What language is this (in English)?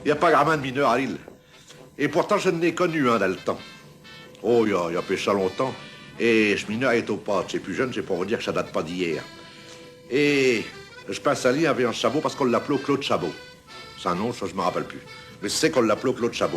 Picard